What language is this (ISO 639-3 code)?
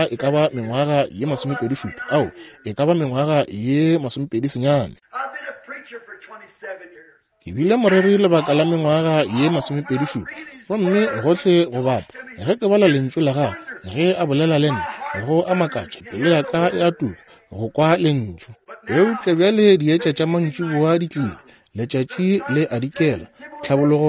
nso